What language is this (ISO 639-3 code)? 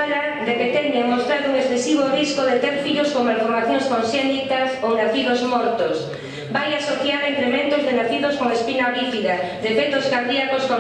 glg